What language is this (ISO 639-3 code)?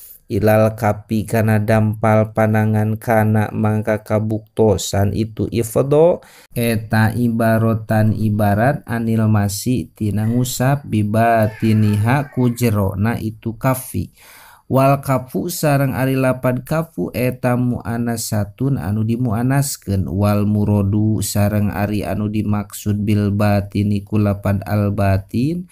sun